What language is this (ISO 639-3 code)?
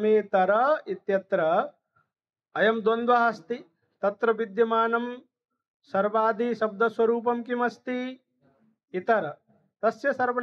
san